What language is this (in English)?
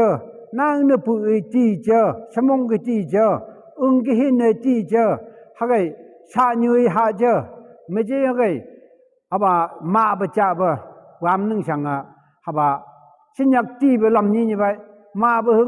Phom Naga